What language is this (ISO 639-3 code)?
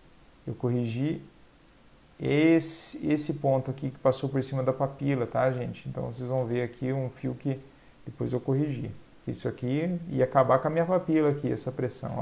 por